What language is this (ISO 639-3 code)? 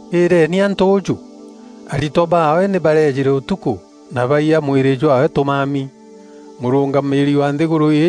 mer